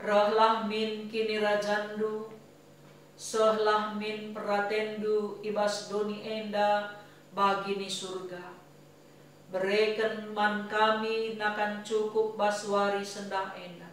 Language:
Batak Karo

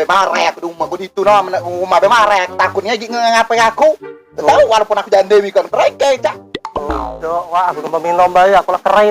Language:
Musi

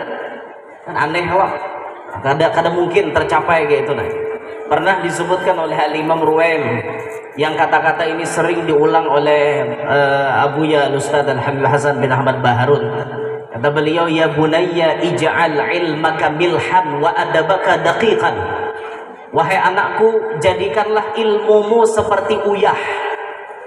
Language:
Banjar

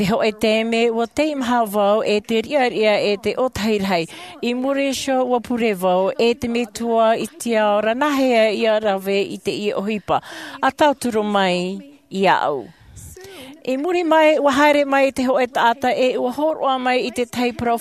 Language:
Tahitian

